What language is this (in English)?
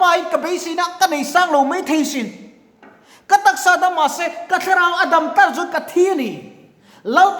Mizo